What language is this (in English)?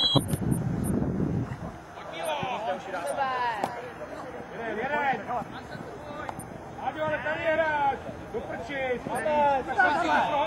Czech